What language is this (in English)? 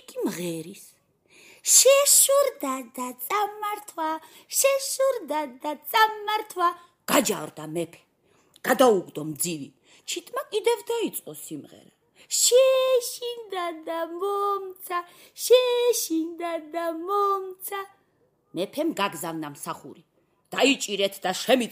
Georgian